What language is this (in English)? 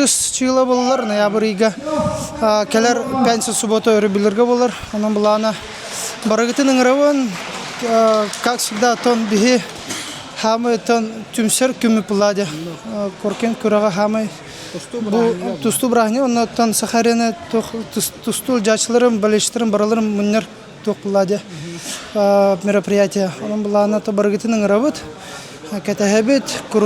Yakut